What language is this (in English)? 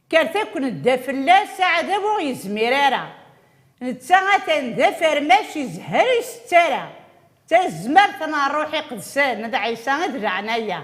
Kabyle